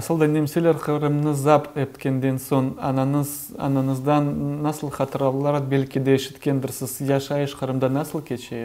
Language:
Crimean Tatar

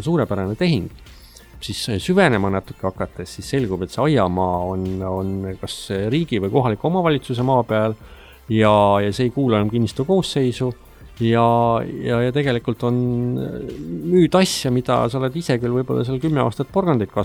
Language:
Estonian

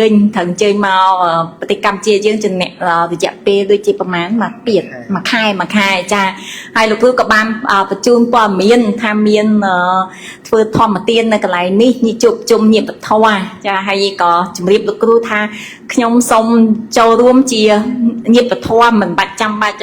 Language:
Khmer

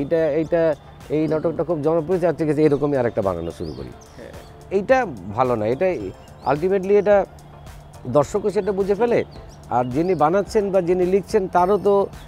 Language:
Bangla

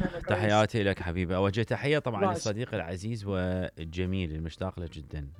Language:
Mesopotamian Arabic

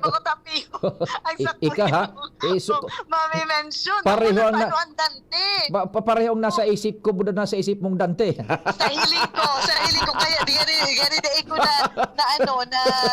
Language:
Bikol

